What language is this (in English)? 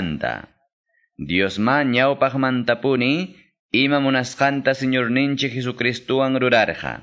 Quechua